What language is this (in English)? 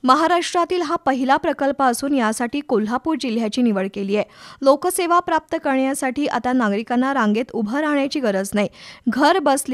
Marathi